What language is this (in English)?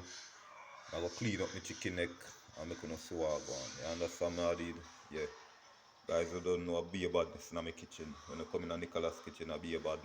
Jamaican Creole English